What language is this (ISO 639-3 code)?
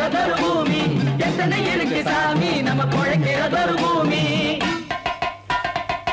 tam